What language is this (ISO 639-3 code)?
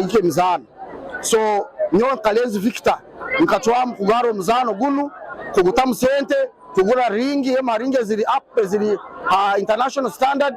nyn